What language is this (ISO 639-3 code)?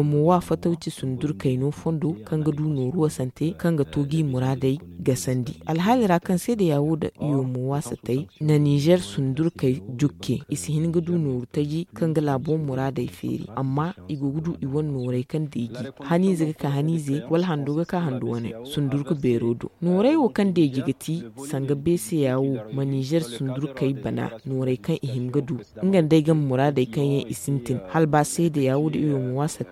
dje